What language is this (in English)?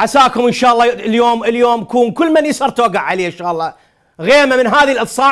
Mesopotamian Arabic